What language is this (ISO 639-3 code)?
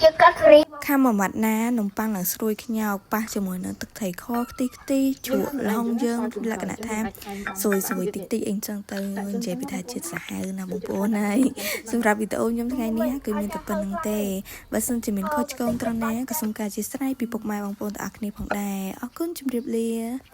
khm